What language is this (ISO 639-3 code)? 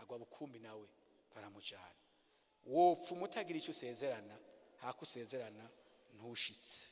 run